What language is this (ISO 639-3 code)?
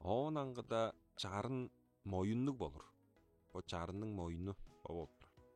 tyv